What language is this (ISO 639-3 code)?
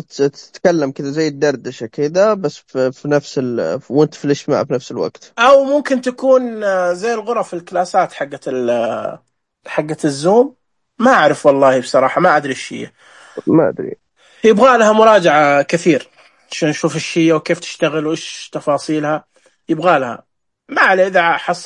ars